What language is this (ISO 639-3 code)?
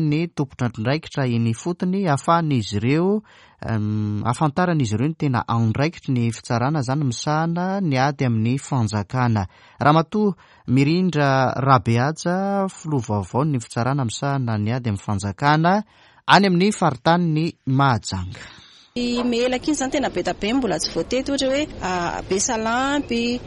mlg